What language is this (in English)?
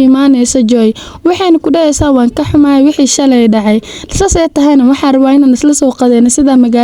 Somali